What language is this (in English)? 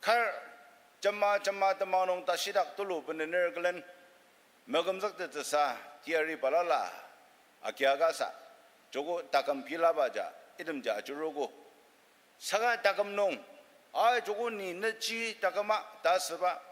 Ao Naga